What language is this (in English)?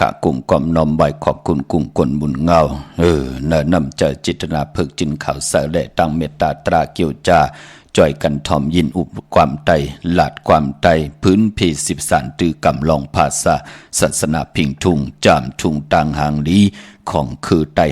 Shan